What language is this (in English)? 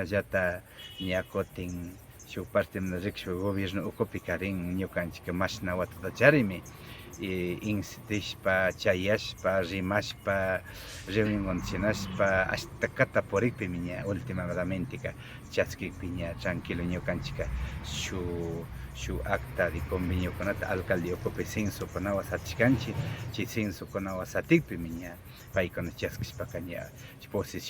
Imbabura Highland Quichua